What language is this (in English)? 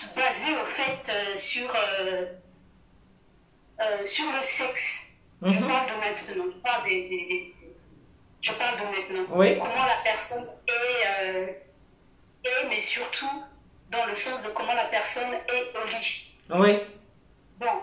French